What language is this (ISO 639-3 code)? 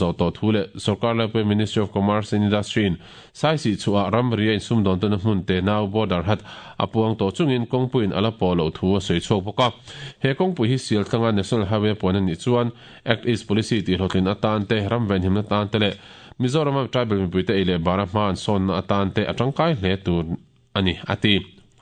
lus